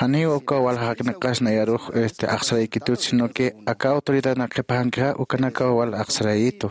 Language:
Aymara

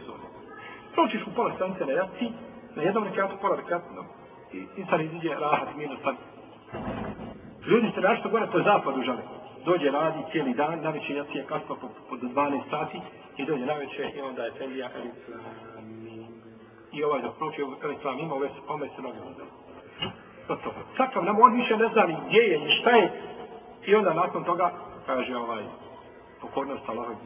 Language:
Bosnian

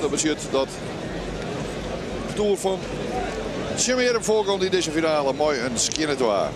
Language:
Western Frisian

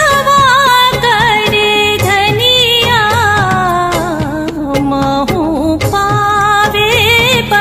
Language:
Chhattisgarhi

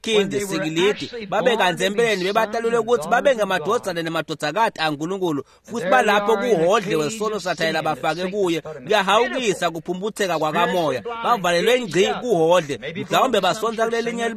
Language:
Swati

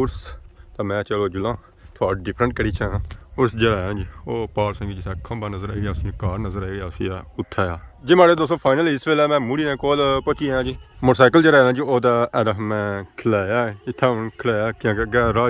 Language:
Pahari-Potwari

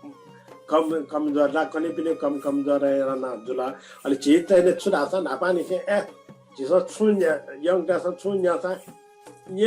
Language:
Newari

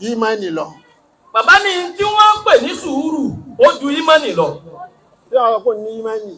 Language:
Yoruba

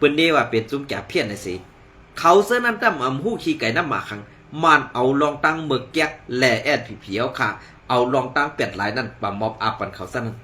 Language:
Shan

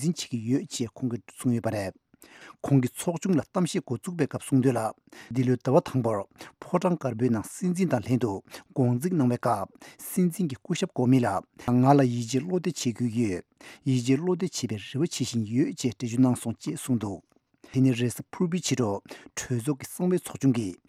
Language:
Tibetan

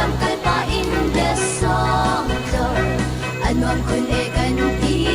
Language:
Hakha Chin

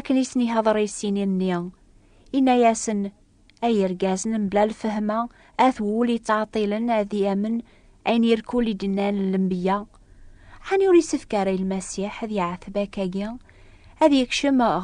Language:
Kabyle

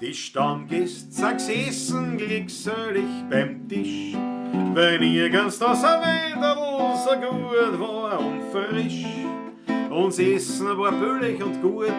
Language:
Bavarian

